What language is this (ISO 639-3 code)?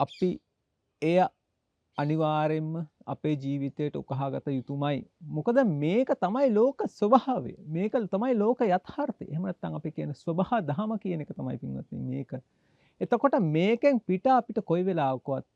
sin